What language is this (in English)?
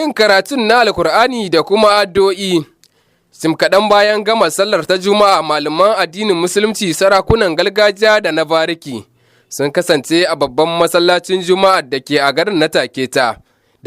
Hausa